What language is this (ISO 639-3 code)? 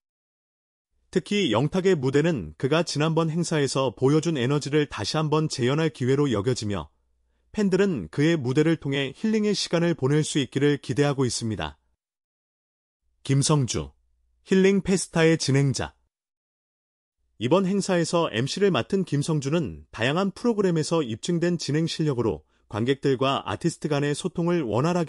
kor